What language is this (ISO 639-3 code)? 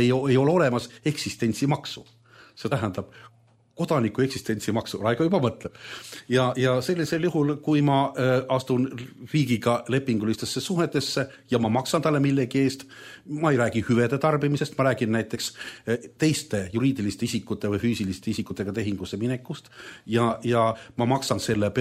est